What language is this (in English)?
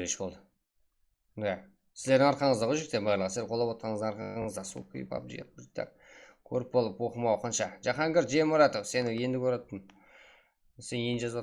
Kara-Kalpak